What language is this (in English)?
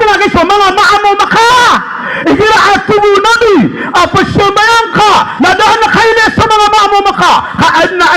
Maranao